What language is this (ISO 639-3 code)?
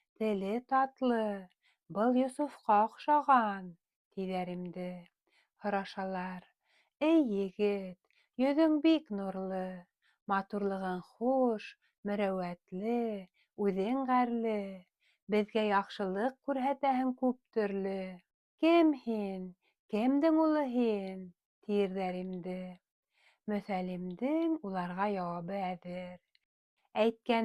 bak